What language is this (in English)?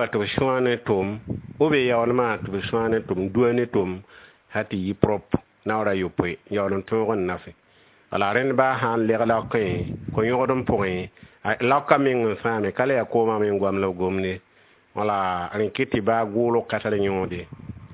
Mossi